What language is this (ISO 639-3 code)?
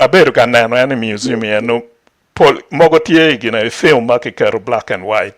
ach